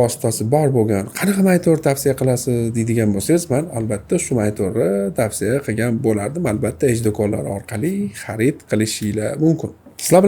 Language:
Uzbek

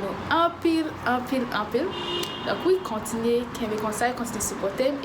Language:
Haitian Creole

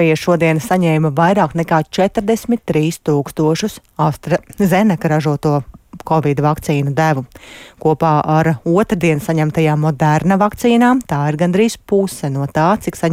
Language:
Latvian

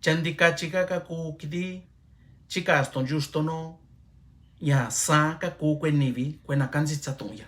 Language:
Mixtepec Mixtec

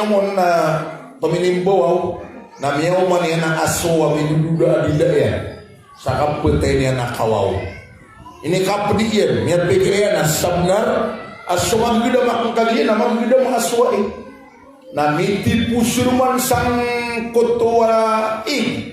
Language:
Maranao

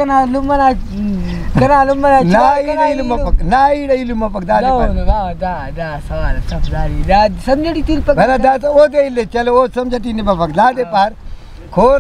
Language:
Brahui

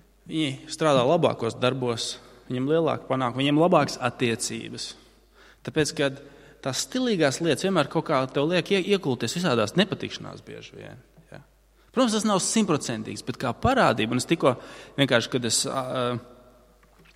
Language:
Latvian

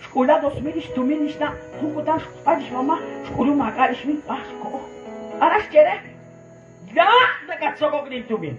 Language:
Kekchí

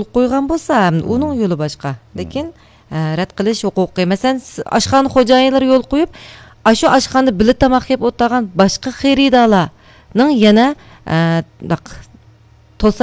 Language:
Uyghur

